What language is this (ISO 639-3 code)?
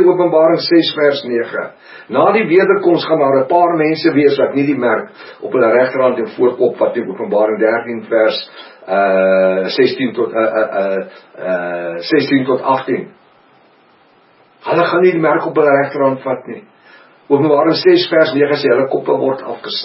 afr